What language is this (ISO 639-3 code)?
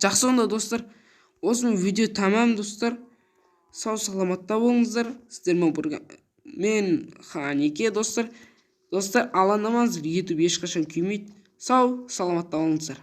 kaz